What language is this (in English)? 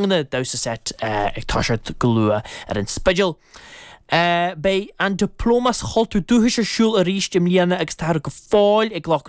Irish